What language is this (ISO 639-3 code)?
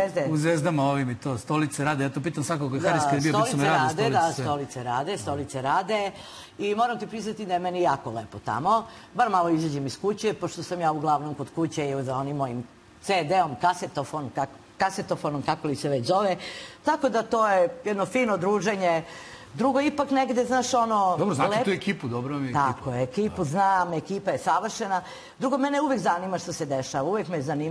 srp